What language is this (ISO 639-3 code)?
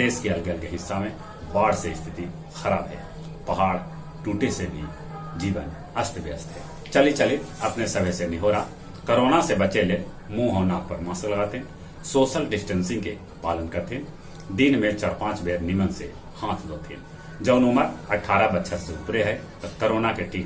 mag